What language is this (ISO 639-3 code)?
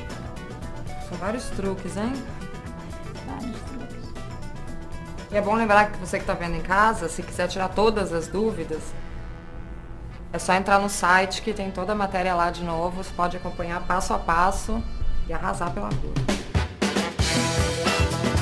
por